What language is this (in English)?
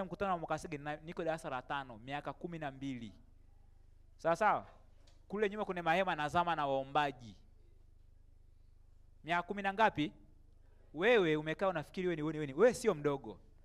Swahili